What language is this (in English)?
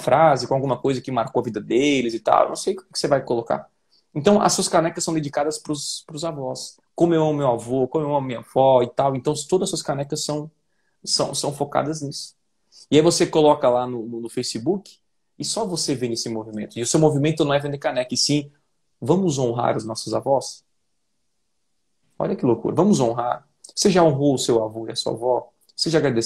Portuguese